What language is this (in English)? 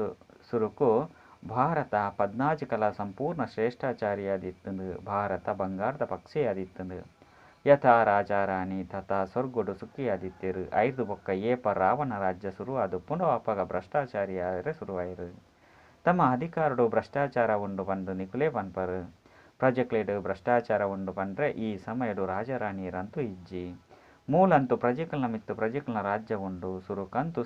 Tulu